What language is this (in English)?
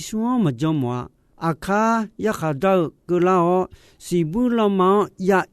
Akha